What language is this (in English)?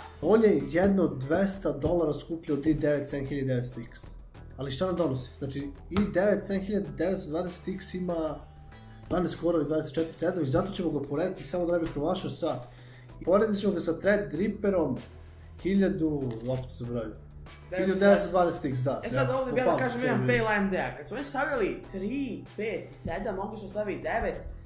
Serbian